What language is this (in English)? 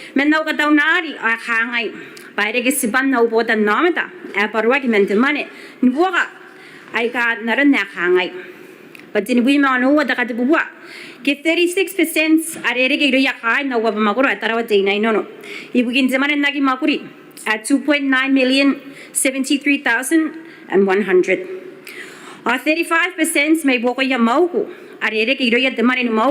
Gilbertese